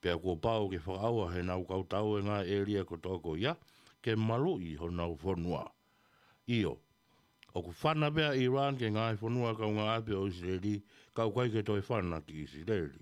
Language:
Tongan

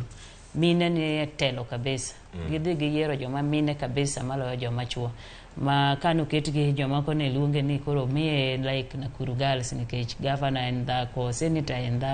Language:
Luo (Kenya and Tanzania)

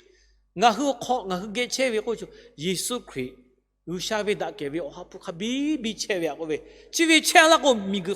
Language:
Lahu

